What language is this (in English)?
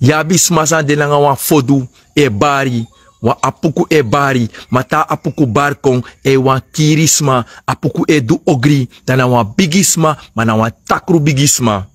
Sranan Tongo